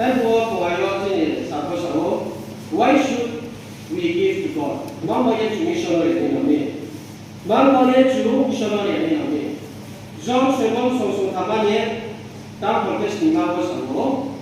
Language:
Riang (India)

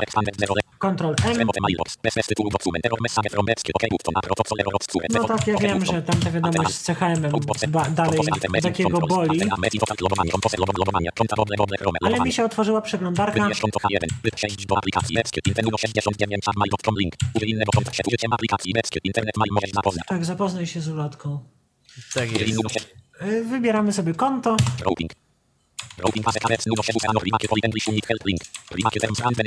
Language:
Polish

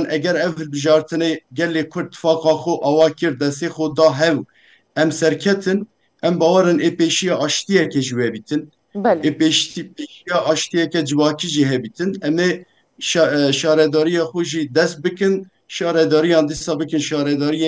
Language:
Kurdish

